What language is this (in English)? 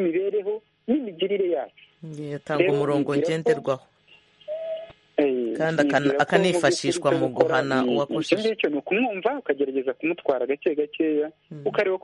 Kinyarwanda